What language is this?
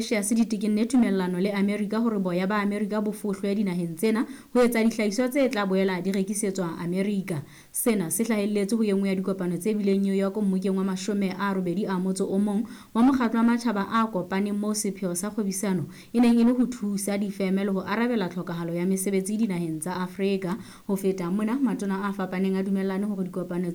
Southern Sotho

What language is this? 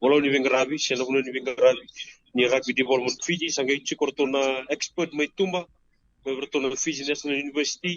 Fijian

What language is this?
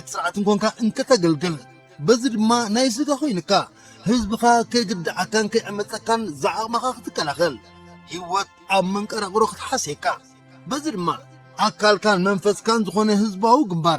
Tigrinya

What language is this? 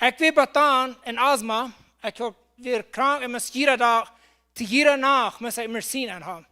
Plautdietsch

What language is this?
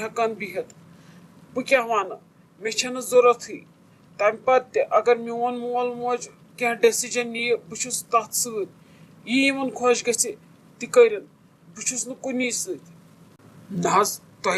Kashmiri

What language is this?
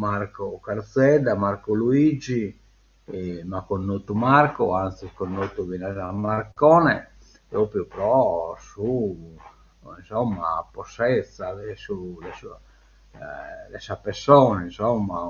Sardinian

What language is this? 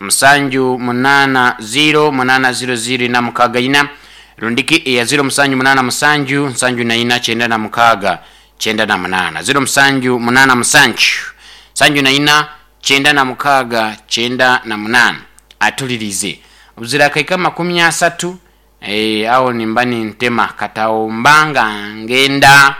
Nyankole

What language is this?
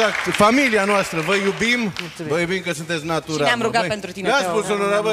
Romanian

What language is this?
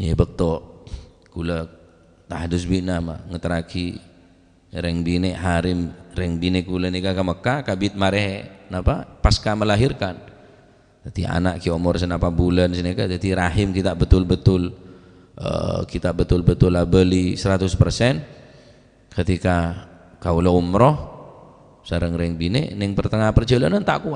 Madurese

